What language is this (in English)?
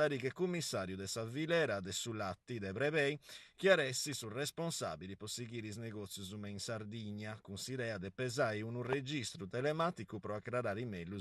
Sardinian